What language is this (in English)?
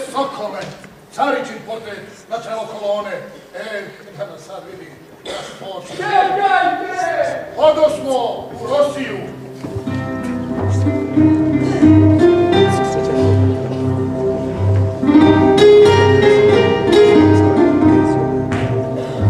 Serbian